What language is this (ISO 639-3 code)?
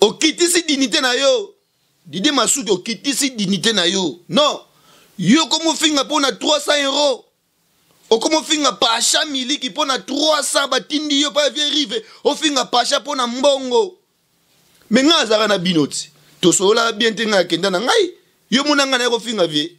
lin